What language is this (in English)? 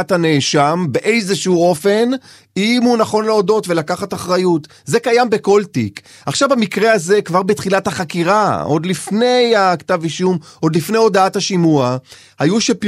Hebrew